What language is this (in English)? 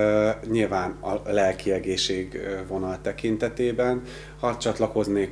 Hungarian